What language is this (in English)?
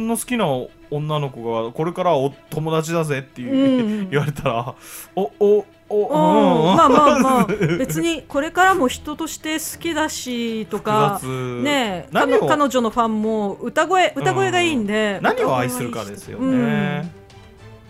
Japanese